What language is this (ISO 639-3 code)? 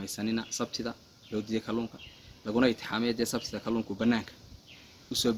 som